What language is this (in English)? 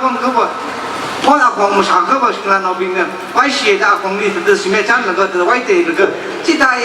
Tangkhul Naga (India)